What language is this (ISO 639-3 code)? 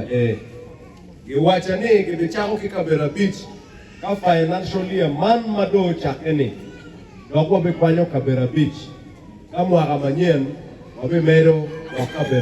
ach